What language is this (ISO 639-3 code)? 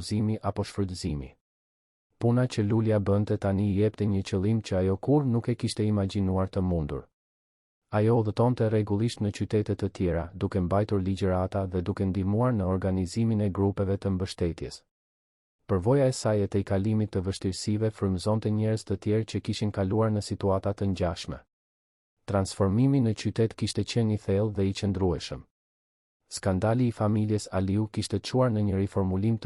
sqi